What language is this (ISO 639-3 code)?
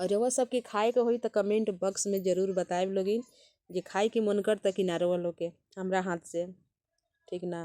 bho